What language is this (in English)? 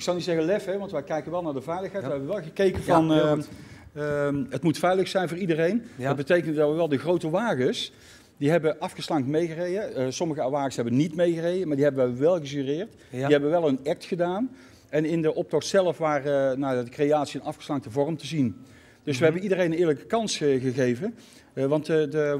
Dutch